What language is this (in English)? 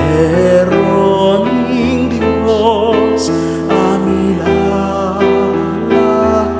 Pampanga